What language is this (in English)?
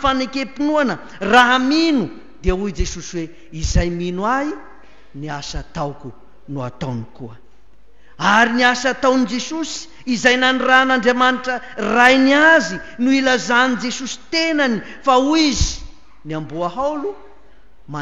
Malagasy